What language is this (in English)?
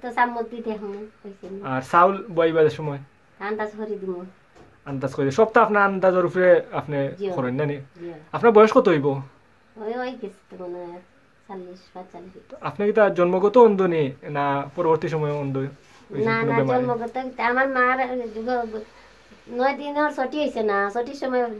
Sylheti